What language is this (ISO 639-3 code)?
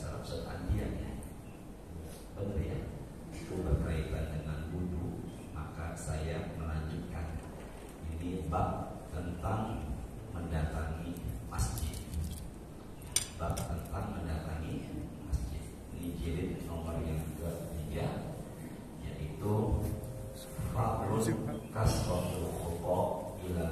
ind